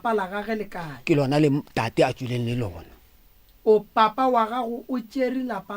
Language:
Northern Sotho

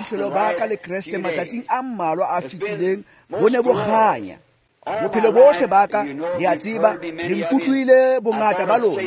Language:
Tswana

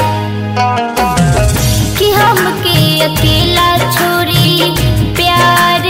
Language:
Bhojpuri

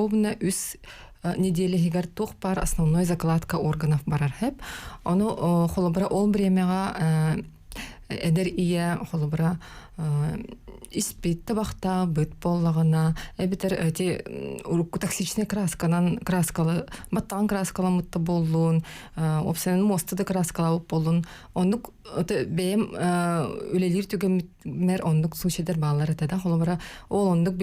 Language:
Yakut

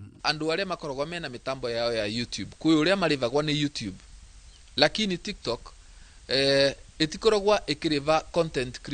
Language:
Kikuyu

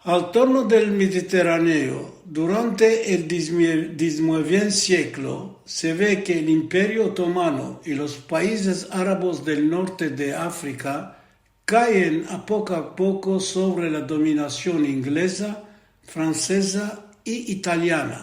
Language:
Ladino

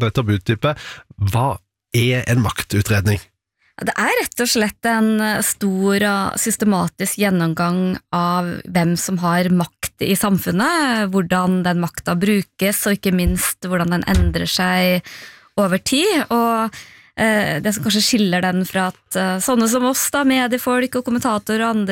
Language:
Norwegian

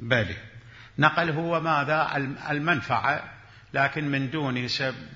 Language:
Mesopotamian Arabic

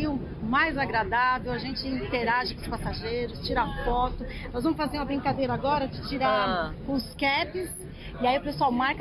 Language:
Portuguese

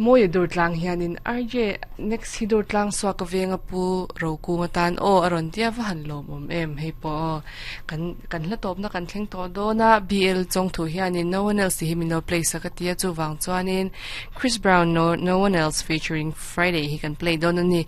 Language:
Mizo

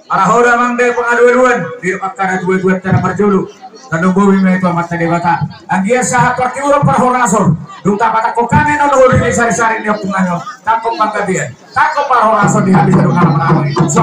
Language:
Batak Toba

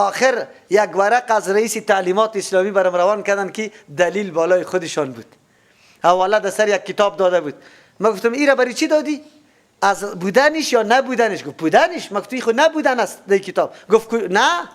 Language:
Persian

